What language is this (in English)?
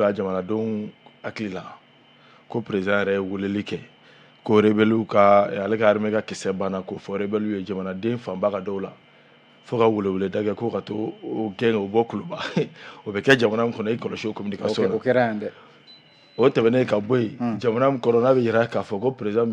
Bambara